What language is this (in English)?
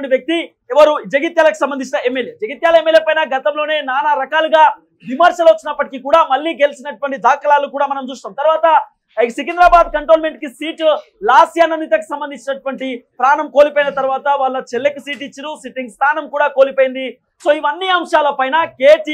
Telugu